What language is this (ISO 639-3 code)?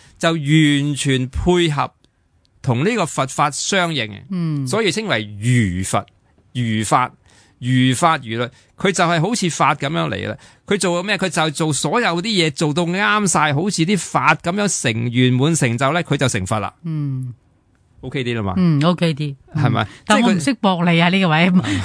yue